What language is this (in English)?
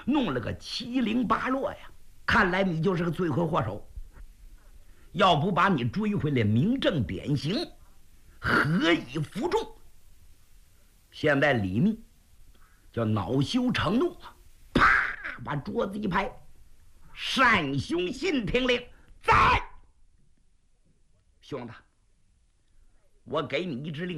Chinese